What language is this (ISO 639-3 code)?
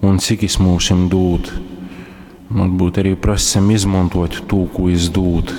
ltg